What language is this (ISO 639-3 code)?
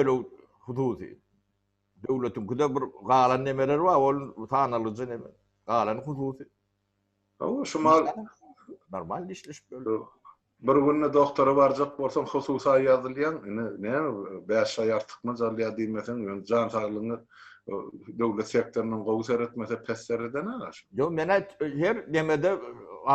tuk